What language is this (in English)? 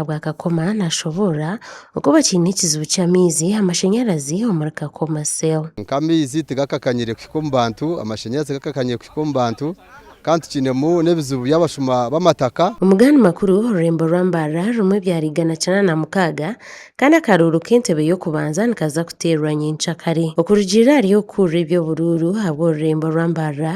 Nyankole